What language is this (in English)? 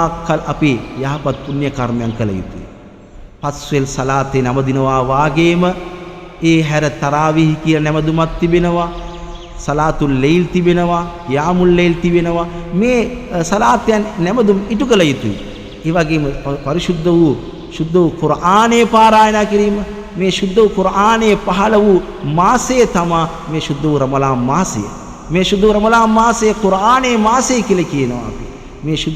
Sinhala